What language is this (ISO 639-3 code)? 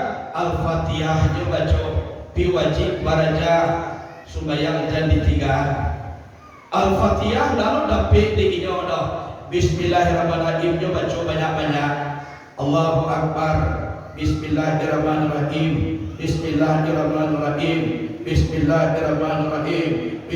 min